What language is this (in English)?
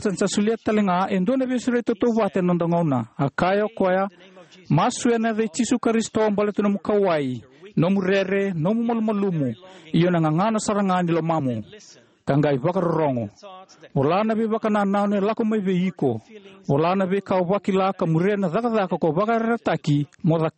Fijian